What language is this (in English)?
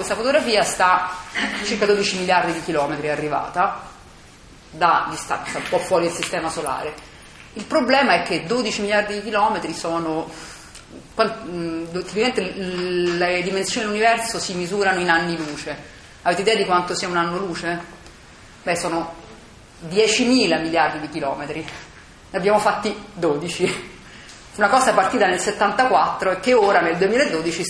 Italian